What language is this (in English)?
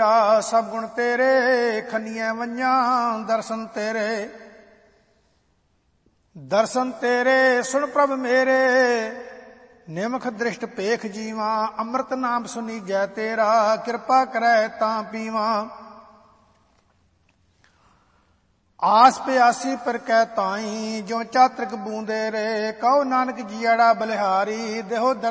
Punjabi